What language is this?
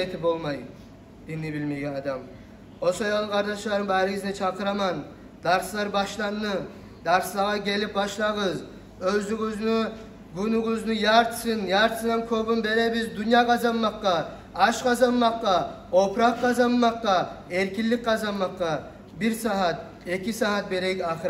Kumyk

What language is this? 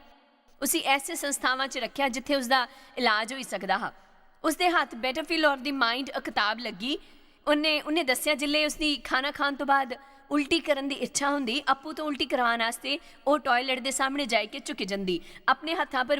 Dogri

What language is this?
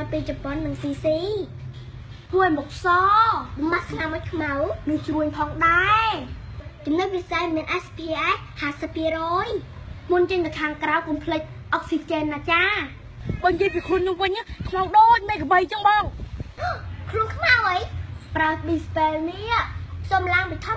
Khmer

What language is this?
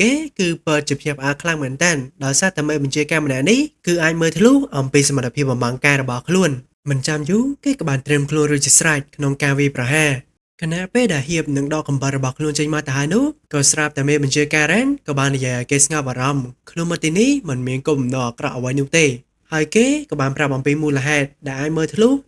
Khmer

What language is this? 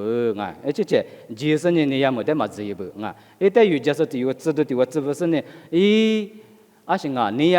Lisu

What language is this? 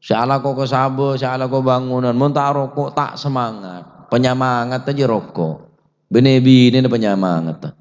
Madurese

